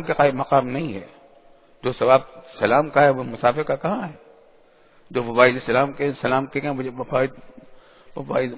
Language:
Urdu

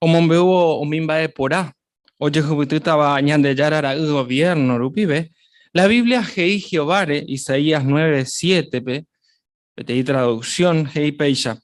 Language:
Guarani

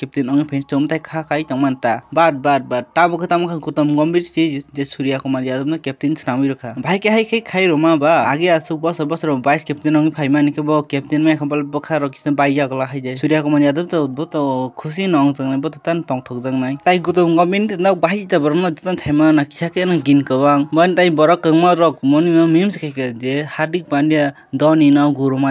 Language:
Kok Borok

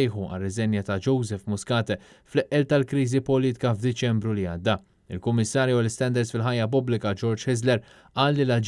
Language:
Maltese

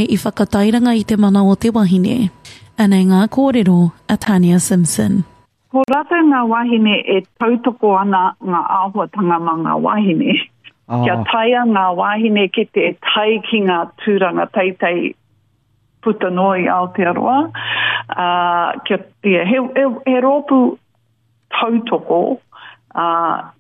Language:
Māori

